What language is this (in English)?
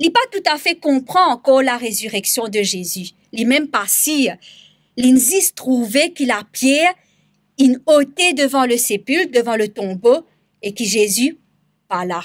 Morisyen